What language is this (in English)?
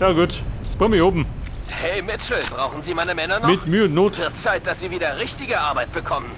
Bavarian